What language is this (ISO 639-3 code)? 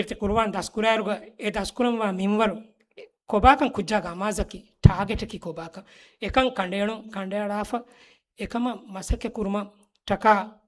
div